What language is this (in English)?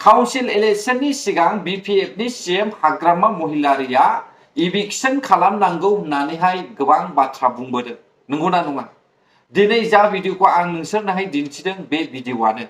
Bodo